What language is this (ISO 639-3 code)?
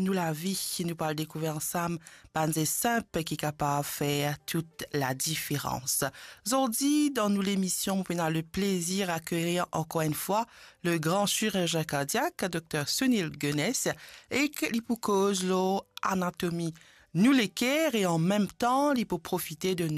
mfe